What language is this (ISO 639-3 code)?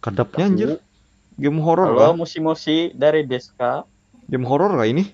bjn